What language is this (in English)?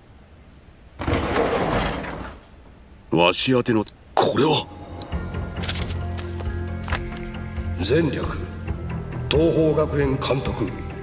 Japanese